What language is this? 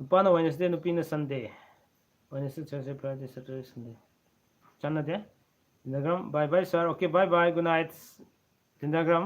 Manipuri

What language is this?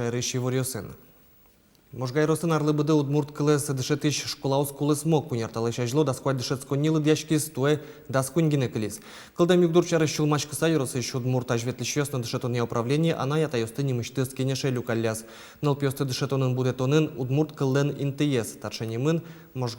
Udmurt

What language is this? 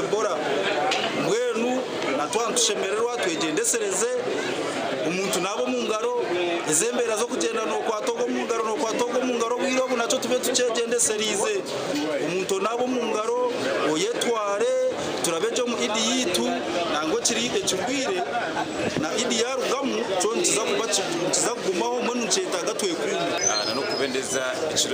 Nyankole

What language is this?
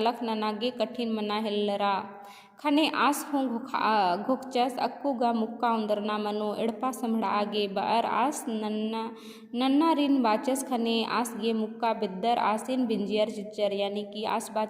Kurukh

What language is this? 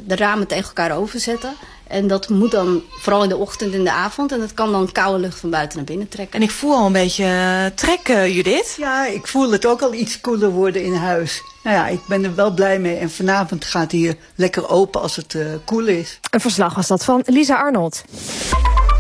Dutch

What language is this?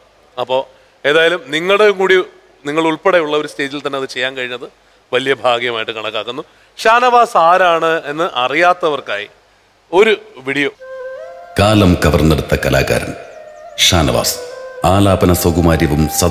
Malayalam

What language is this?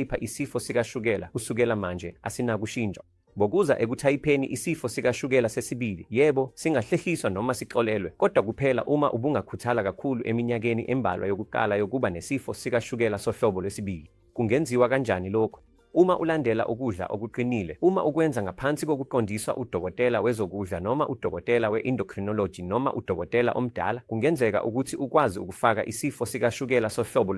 Zulu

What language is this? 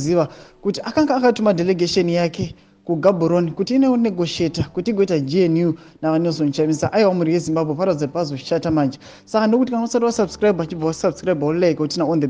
Shona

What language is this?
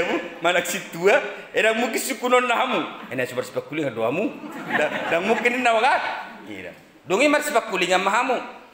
Batak Toba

